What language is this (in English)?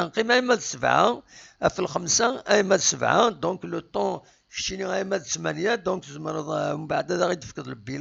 Kabyle